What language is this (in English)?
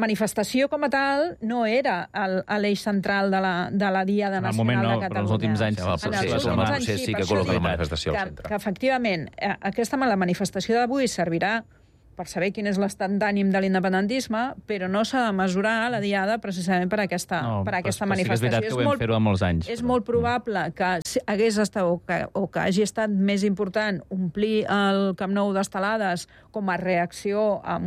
Catalan